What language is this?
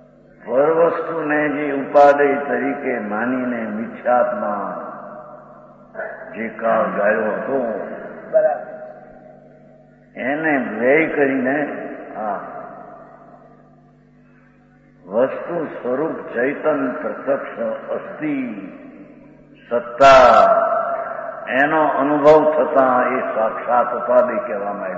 Gujarati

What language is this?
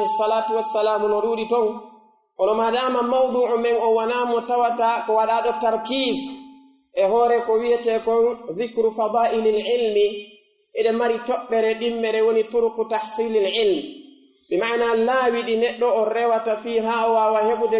Pular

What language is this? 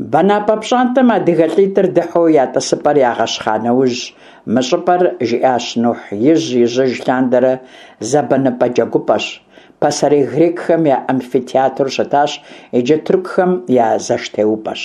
Kabardian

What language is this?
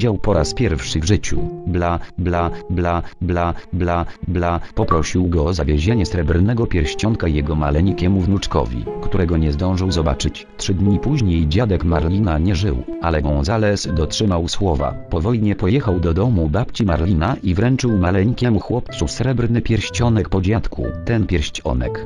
Polish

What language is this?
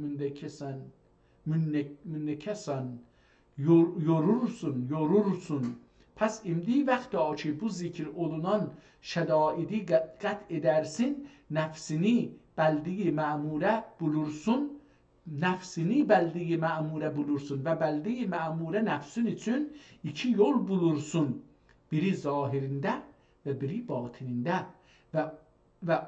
South Azerbaijani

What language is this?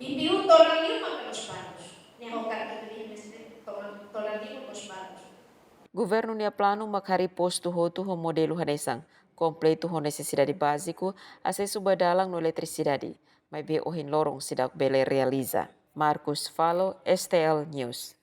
Tetum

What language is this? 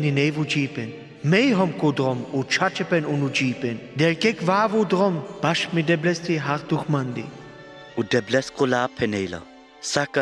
Sinte Romani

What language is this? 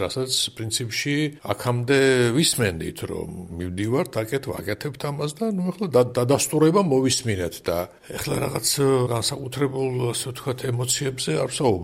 Georgian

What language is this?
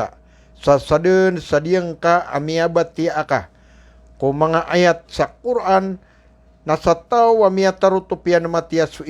Maranao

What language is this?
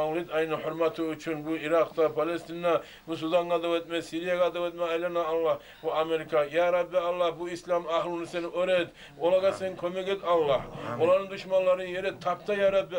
Kumyk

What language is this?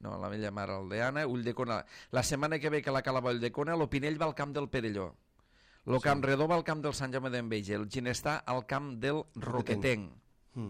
Catalan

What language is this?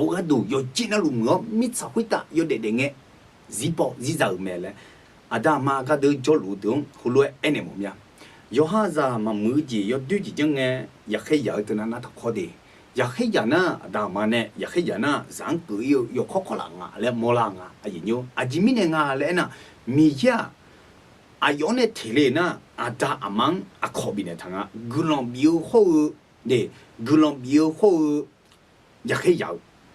Akha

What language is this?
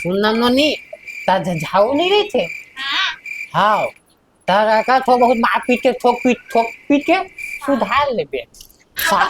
Chhattisgarhi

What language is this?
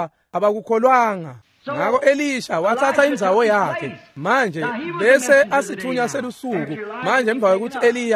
Swati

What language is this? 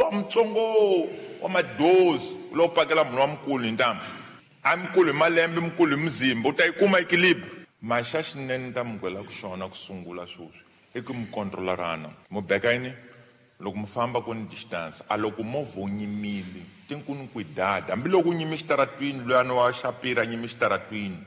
Tsonga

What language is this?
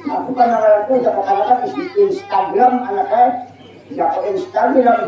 Banjar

